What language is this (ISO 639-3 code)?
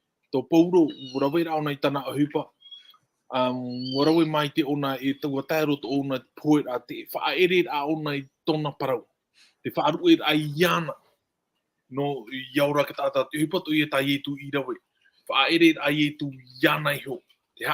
tah